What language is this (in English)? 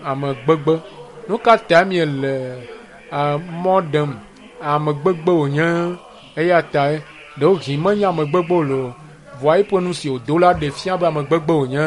Ewe